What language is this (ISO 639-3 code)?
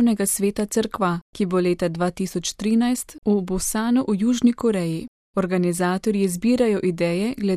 slv